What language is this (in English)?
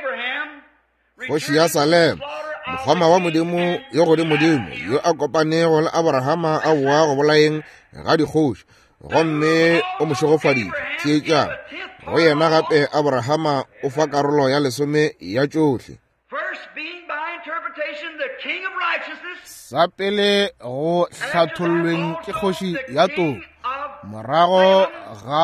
Northern Sotho